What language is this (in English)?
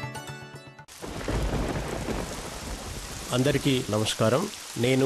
Telugu